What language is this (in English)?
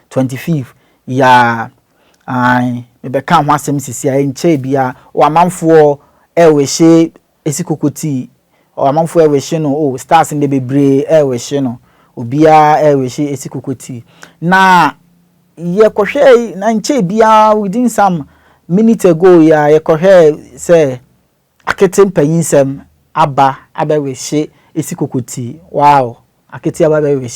Akan